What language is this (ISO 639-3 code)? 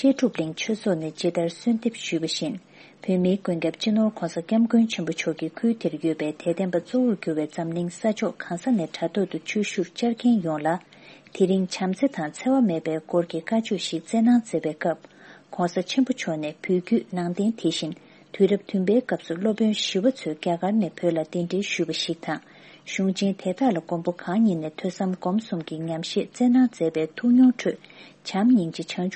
bod